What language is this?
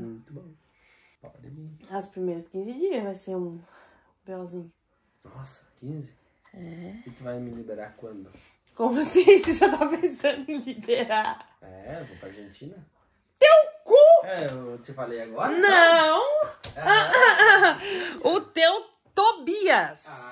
Portuguese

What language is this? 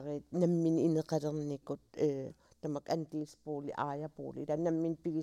Kalaallisut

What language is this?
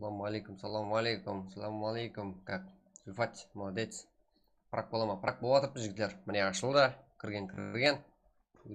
Kara-Kalpak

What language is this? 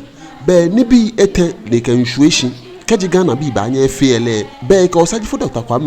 Ga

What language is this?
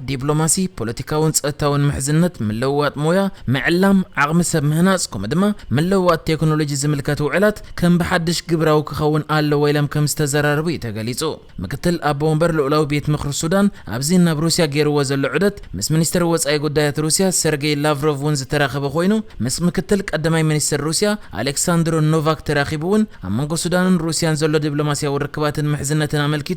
Tigrinya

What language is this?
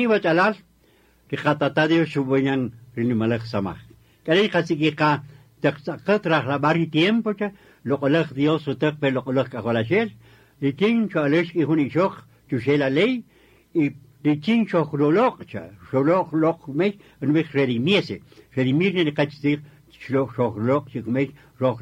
Kaqchikel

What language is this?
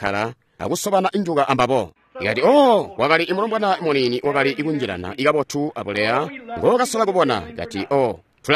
Tonga (Zambia)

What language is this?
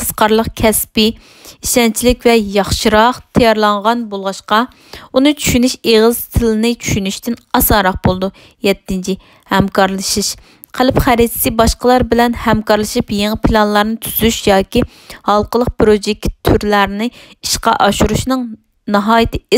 Uyghur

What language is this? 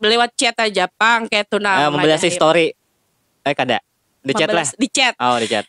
Banjar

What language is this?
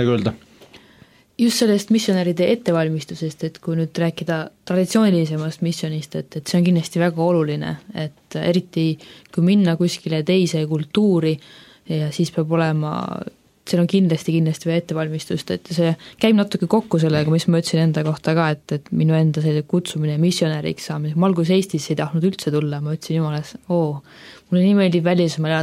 Estonian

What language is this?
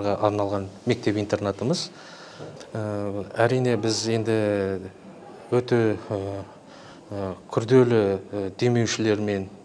Kazakh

